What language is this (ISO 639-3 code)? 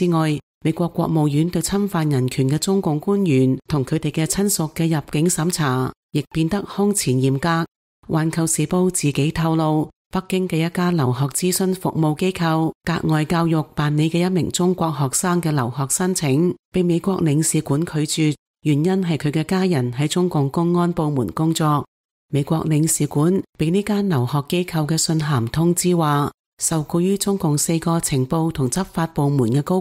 yue